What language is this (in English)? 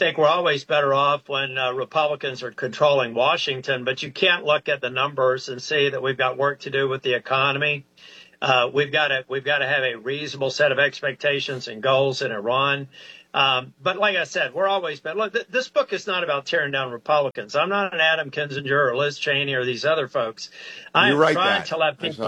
English